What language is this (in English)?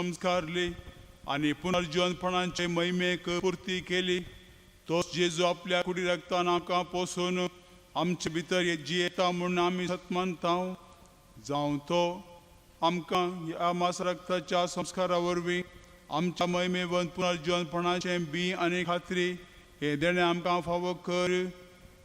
Konkani